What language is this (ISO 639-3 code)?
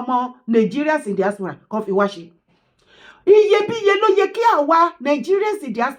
yor